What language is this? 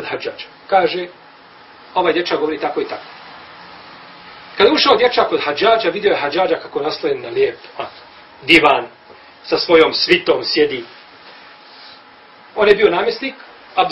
Bosnian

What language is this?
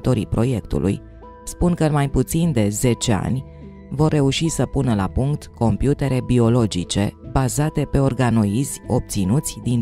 Romanian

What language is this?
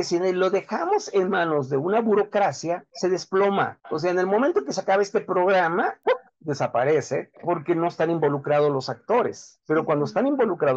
Spanish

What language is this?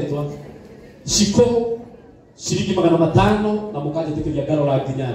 Kikuyu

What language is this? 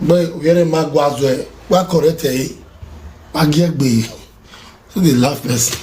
Nigerian Pidgin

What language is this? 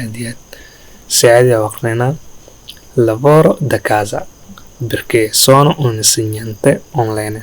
Somali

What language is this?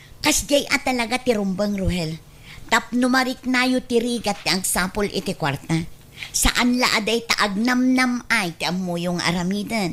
Iloko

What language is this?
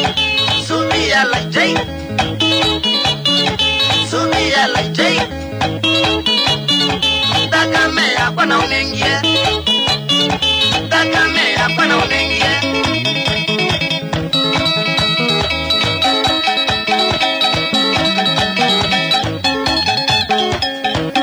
Swahili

